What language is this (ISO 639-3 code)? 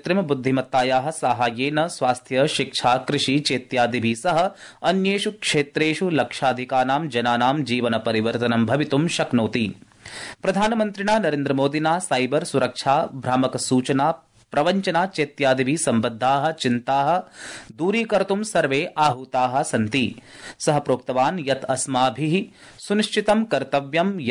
san